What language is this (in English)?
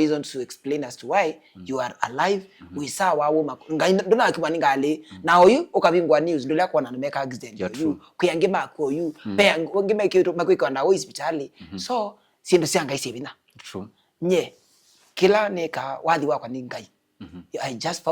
Kamba